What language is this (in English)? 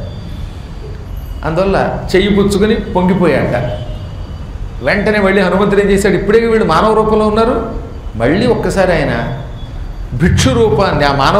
Telugu